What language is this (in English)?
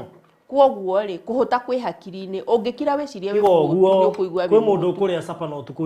Kikuyu